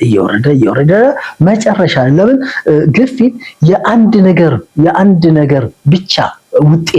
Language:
Amharic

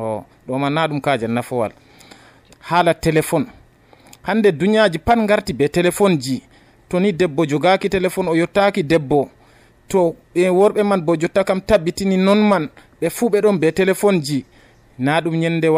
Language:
Nigerian Fulfulde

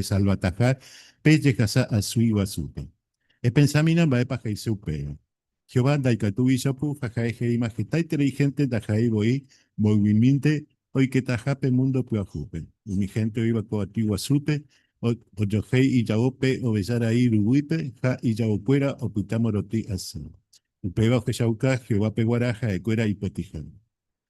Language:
Guarani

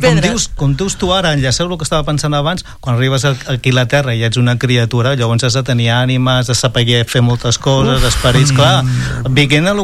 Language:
Catalan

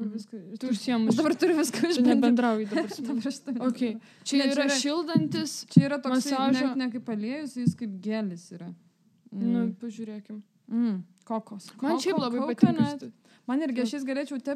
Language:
Lithuanian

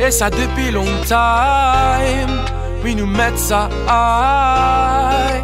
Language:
Réunion Creole French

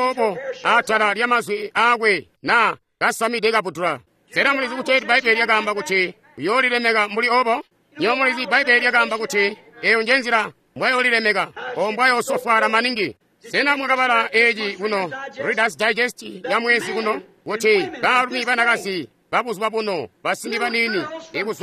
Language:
Tonga (Zambia)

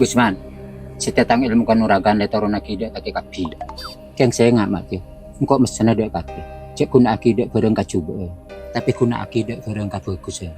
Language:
Madurese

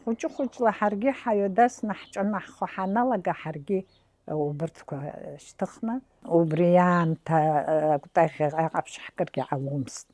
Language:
Abkhazian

